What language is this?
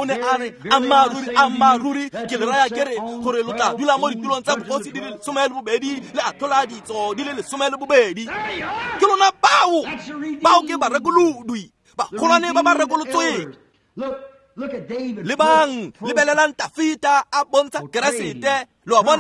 Tswana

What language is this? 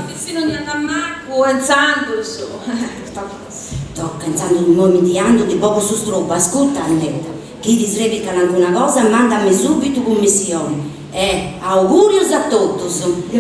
Sardinian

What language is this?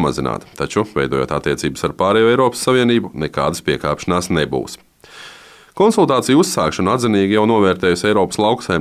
Latvian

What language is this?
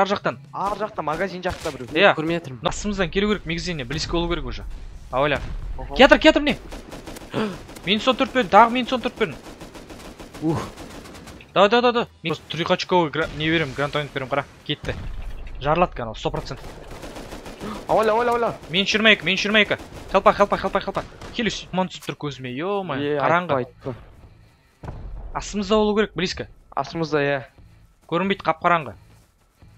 Kazakh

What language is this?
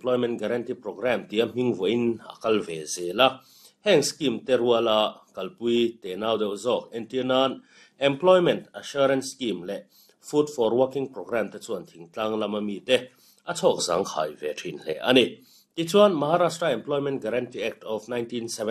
Mizo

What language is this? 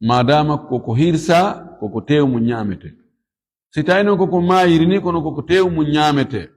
Fula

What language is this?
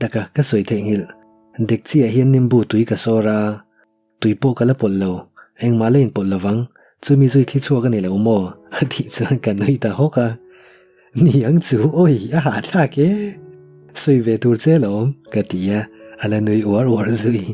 Mizo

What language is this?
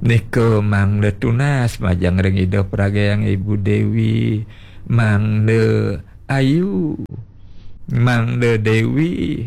Balinese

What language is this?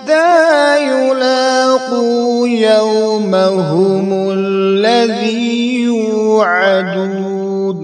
Kashmiri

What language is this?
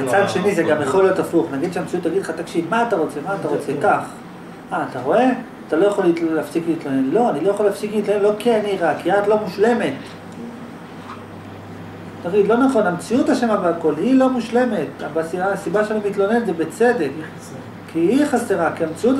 Hebrew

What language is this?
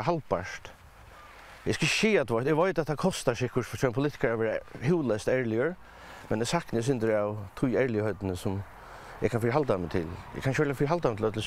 Faroese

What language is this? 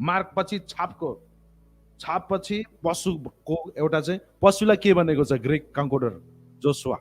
Nepali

